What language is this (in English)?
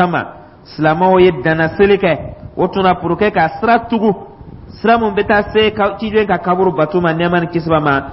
Dyula